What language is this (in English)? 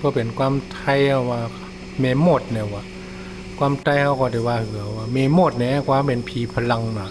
Shan